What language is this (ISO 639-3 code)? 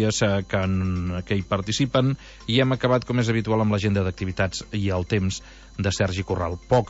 cat